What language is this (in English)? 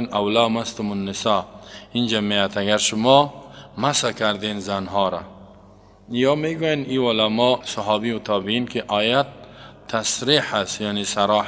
Persian